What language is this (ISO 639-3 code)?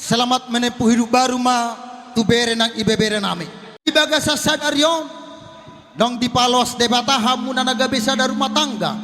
bbc